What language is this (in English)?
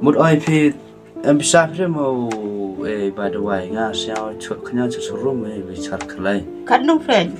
Khasi